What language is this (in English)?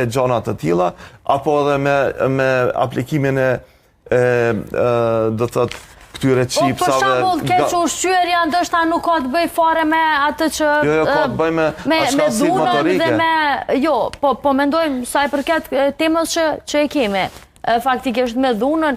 Albanian